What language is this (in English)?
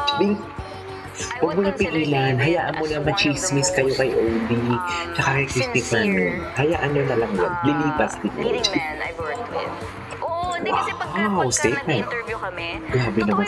Filipino